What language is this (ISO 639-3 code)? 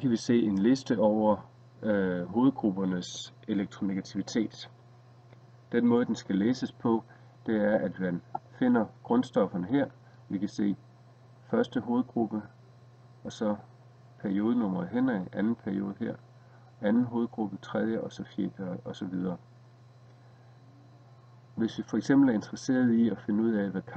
dan